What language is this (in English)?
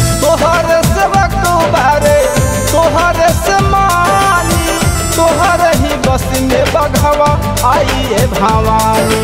Bhojpuri